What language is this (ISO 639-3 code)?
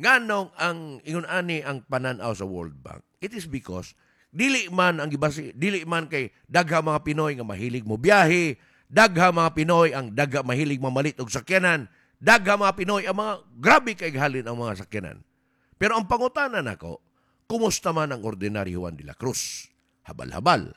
ceb